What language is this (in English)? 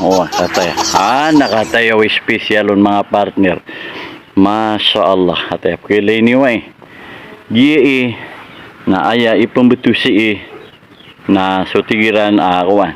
Maranao